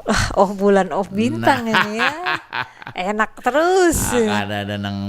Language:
Banjar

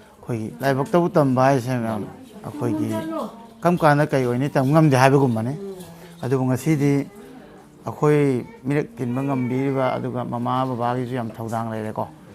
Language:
Manipuri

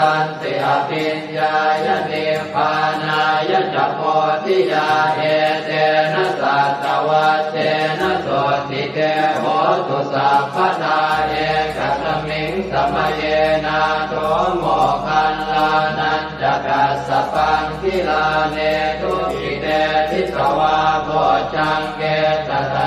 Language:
Pali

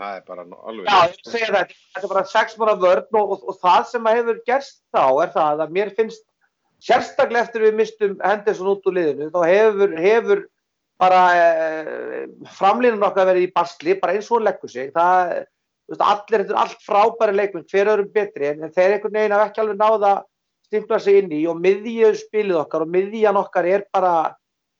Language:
Icelandic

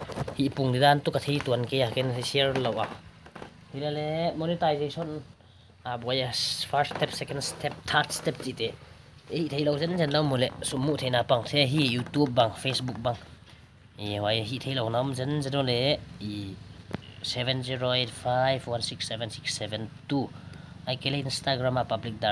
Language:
Paite Chin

